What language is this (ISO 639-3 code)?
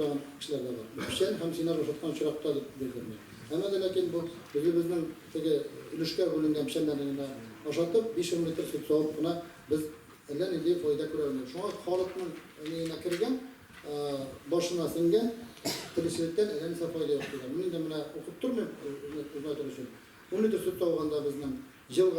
tat